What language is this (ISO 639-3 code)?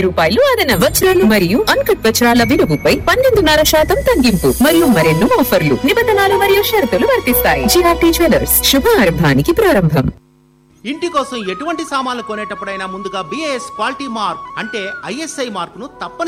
tel